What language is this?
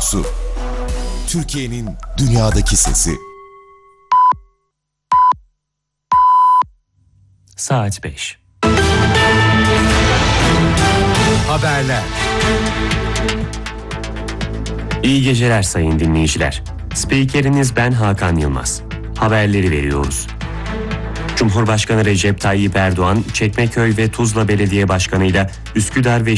Turkish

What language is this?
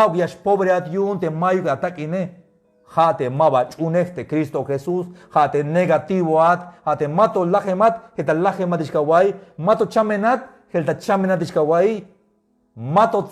Tzeltal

